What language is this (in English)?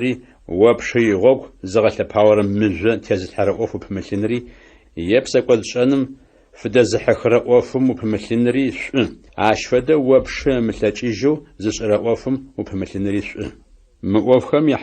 Adyghe